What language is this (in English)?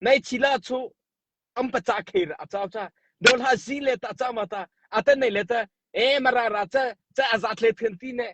Mara Chin